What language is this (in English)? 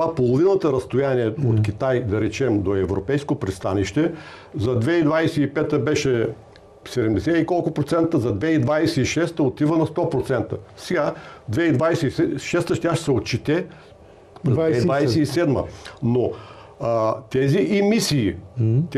Bulgarian